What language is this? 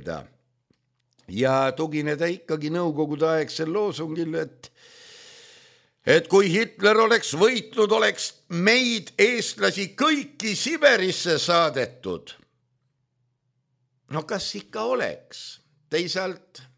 Estonian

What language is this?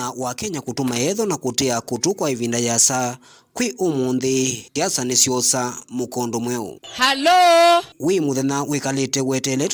Kamba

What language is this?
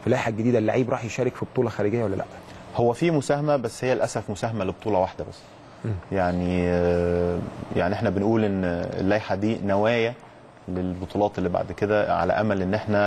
Egyptian Arabic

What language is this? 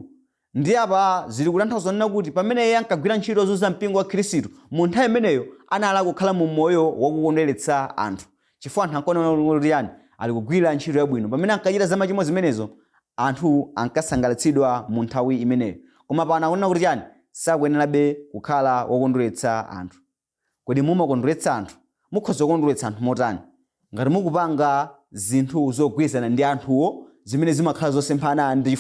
Nyanja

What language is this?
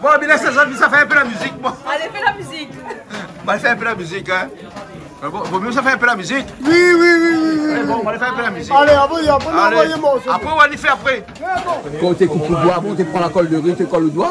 Réunion Creole French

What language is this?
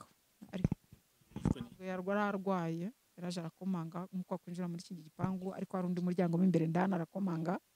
Kinyarwanda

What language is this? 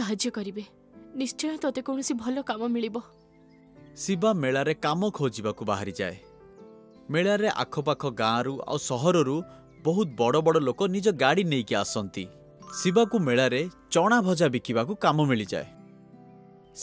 Odia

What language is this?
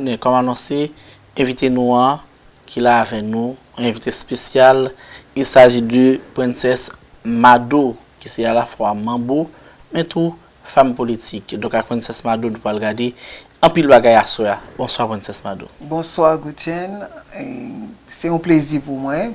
Haitian Creole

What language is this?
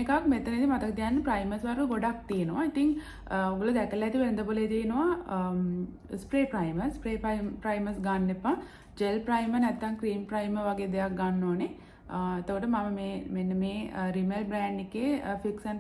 Sinhala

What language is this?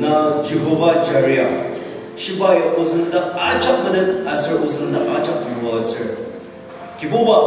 Ao Naga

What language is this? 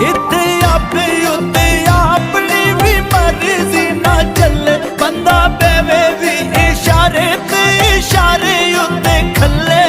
Pahari-Potwari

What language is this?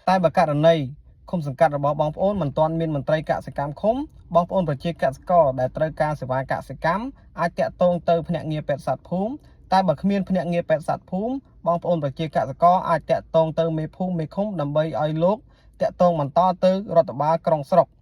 Khmer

